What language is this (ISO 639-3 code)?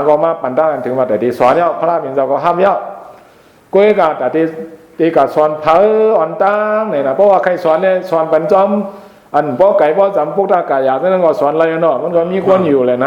shn